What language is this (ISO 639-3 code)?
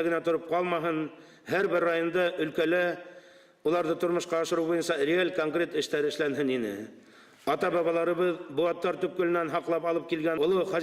bak